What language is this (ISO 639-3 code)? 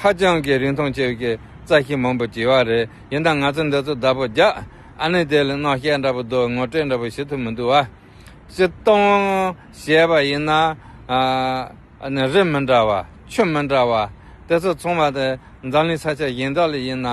bod